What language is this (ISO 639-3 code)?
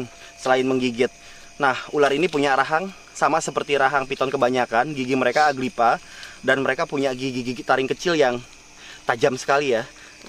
ind